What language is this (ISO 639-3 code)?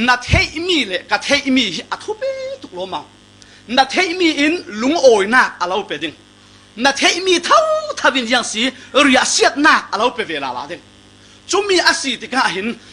cfm